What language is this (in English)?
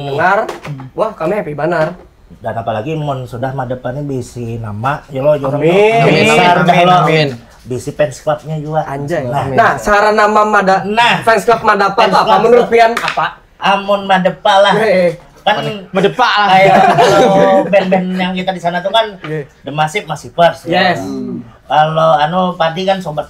Banjar